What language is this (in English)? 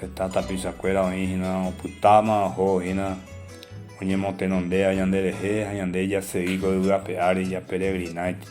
Guarani